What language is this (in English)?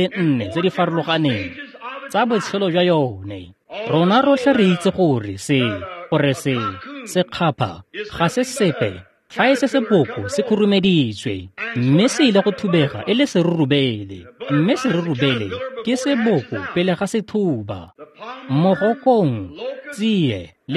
Tswana